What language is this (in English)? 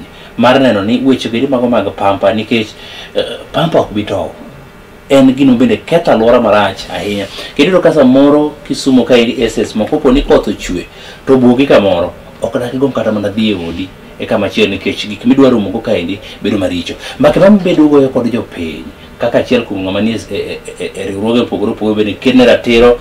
Luo (Kenya and Tanzania)